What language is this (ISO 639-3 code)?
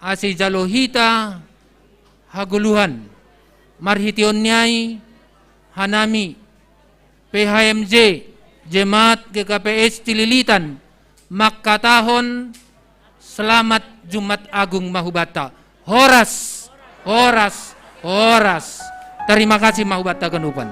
bts